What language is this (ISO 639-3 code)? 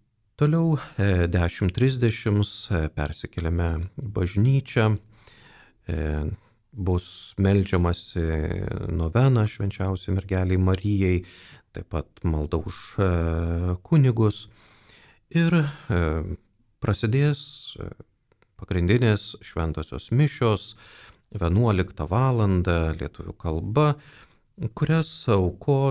lit